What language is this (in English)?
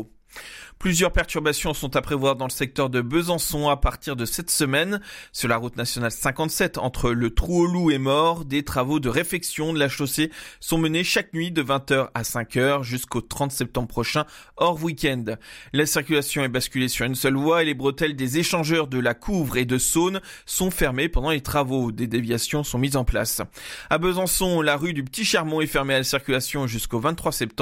French